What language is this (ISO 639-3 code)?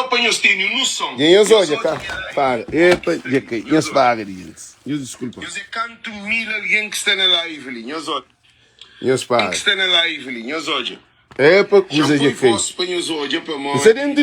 kea